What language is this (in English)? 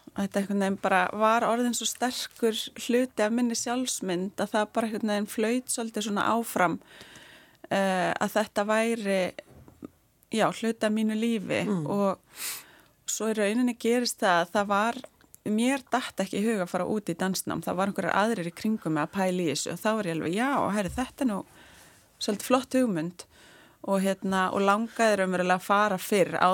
Icelandic